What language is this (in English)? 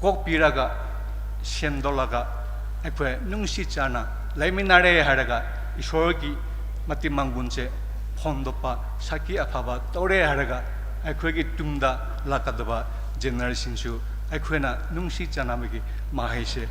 Tangkhul Naga (India)